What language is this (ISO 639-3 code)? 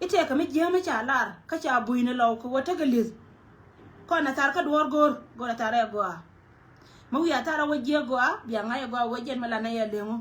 nus